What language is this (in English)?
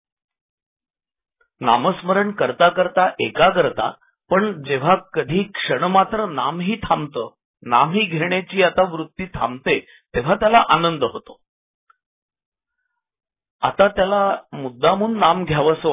Marathi